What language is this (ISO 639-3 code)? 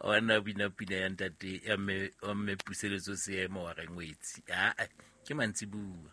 sot